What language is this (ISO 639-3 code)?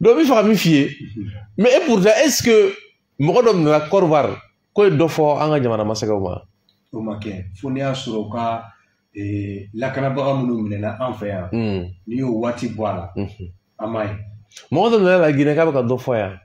bam